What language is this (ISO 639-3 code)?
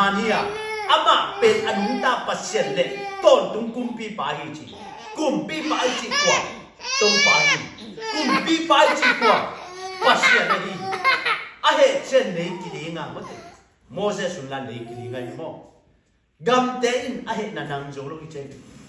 ctd